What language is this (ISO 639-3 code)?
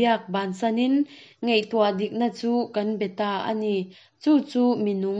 lus